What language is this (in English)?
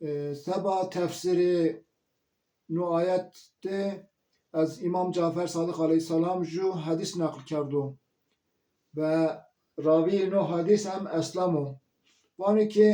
Zaza